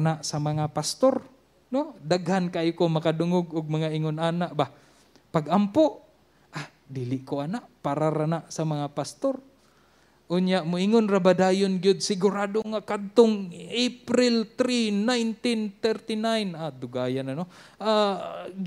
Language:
Cebuano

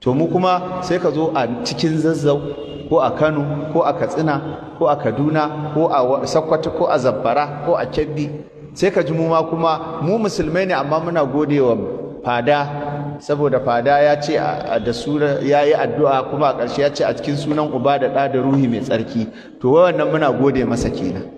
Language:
Hausa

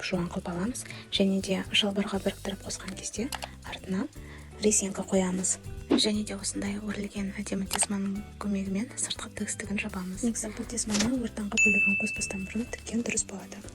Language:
Kazakh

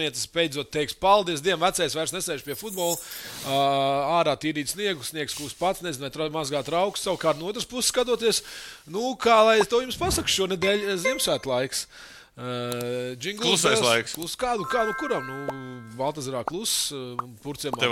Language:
Latvian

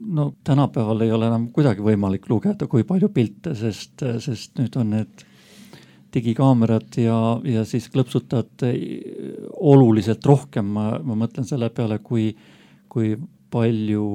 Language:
Estonian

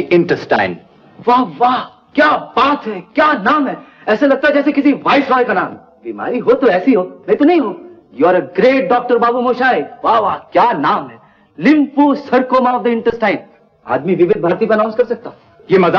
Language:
Hindi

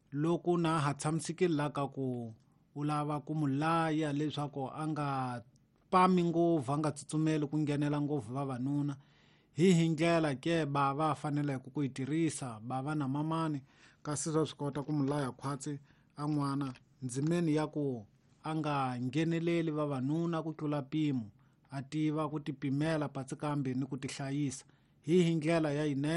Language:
Tsonga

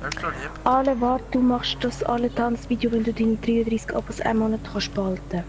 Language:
Swiss German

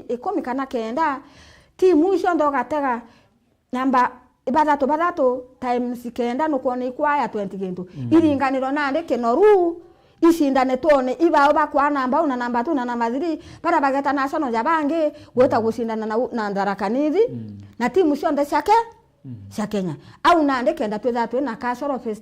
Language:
Meru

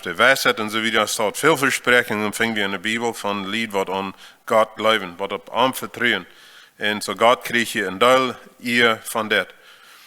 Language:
Plautdietsch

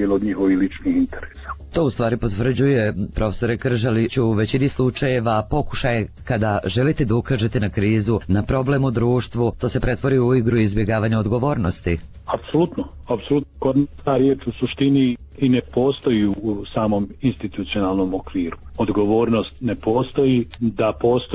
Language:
Bosnian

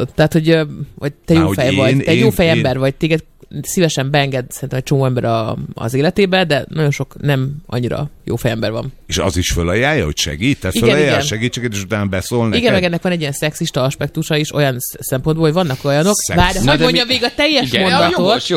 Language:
Hungarian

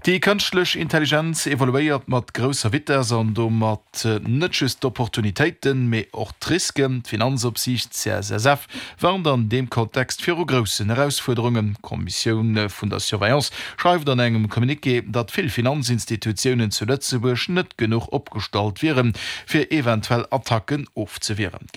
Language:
Luxembourgish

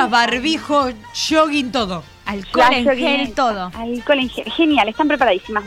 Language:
Spanish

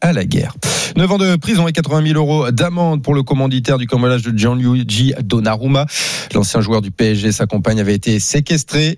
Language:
French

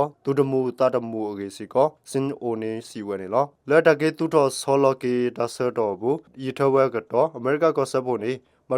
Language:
S'gaw Karen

